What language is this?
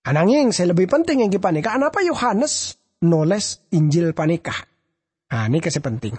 Madurese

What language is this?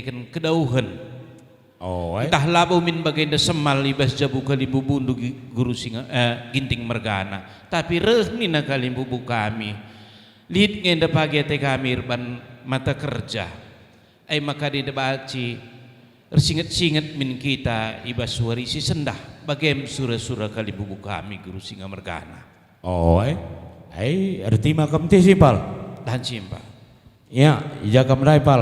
Batak Karo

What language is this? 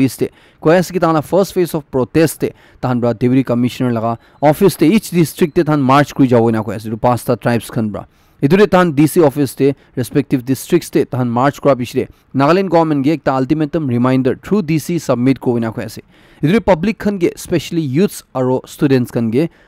Naga Pidgin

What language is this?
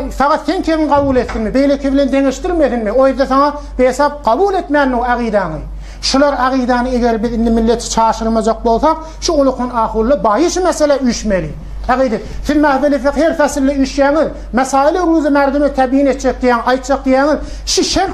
Turkmen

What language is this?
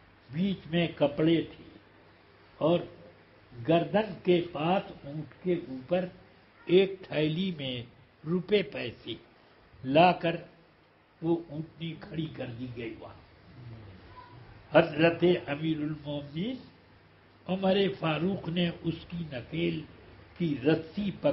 Urdu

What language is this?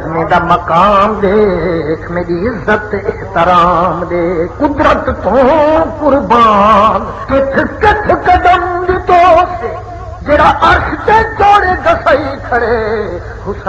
Saraiki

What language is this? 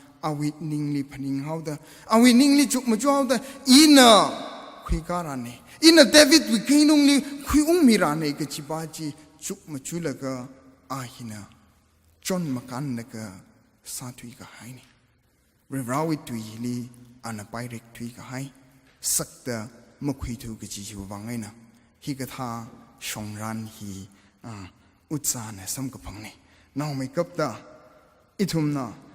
Tangkhul Naga (India)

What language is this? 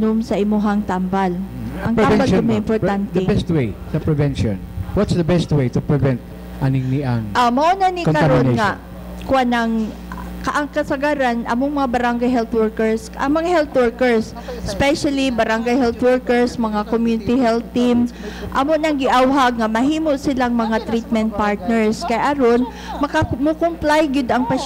Cebuano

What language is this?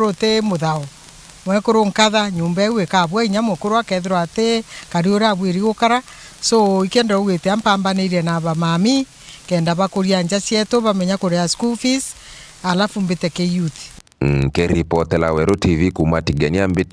Meru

